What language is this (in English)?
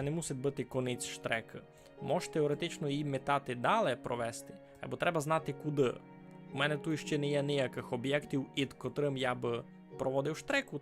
Rusyn